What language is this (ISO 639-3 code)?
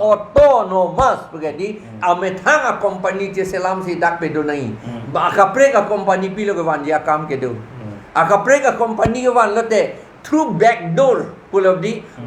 mjw